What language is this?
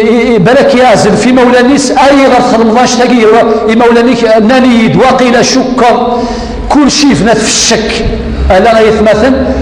Kabyle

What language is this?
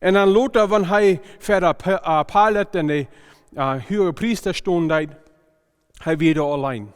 Plautdietsch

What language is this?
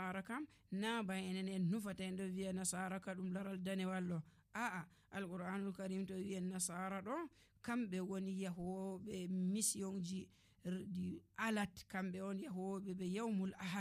Nigerian Fulfulde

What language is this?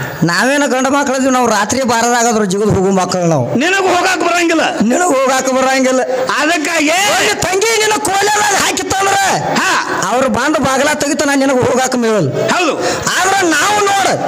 Kannada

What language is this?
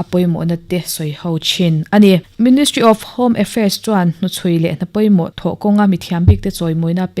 Mizo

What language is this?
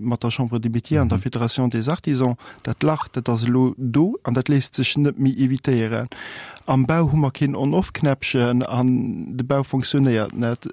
Luxembourgish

